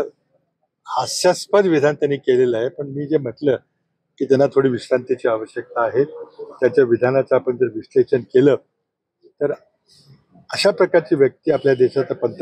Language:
Marathi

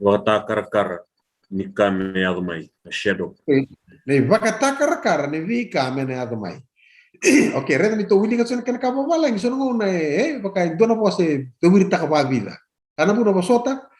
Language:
Fijian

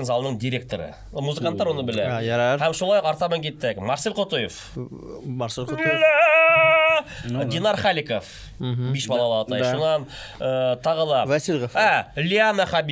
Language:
Bashkir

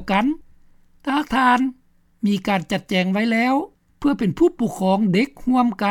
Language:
Lao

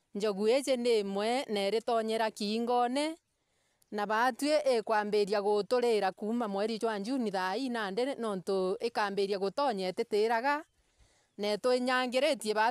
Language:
Meru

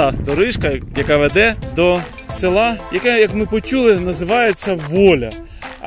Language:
Ukrainian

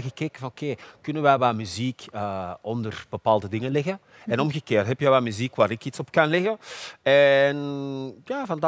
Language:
Dutch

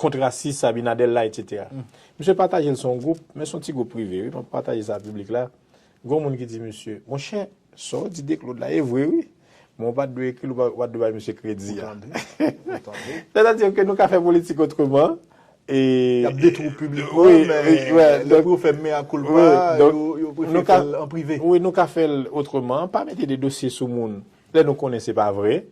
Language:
Haitian Creole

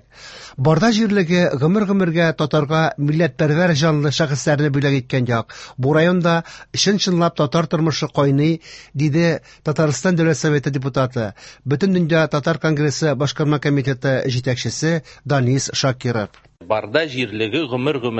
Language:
Tatar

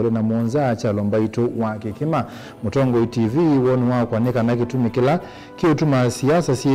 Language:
Kamba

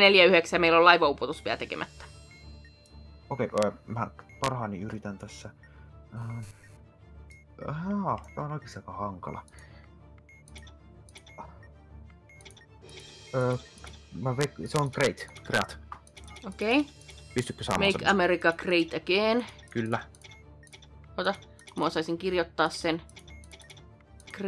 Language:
Finnish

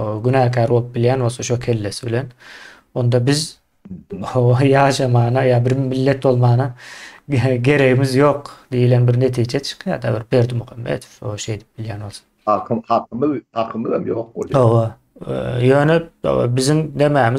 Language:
Turkmen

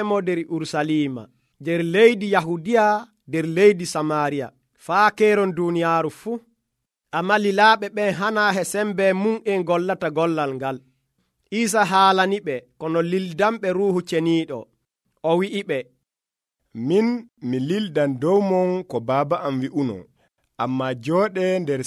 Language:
Nigerian Fulfulde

